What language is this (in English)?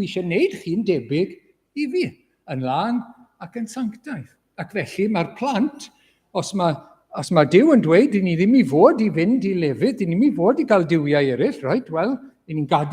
Welsh